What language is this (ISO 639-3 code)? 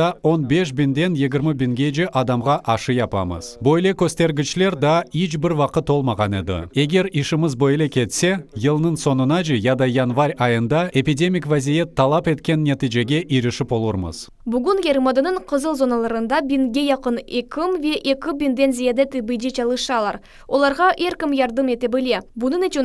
crh